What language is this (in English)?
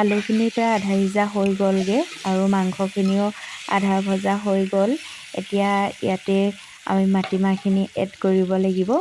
Assamese